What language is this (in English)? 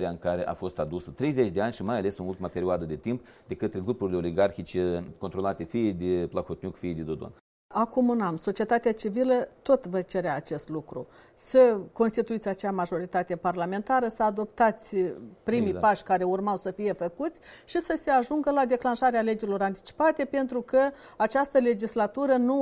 Romanian